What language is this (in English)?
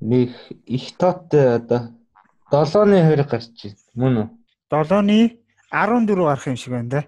Mongolian